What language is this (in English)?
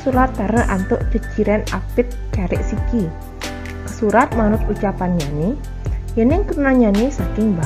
Balinese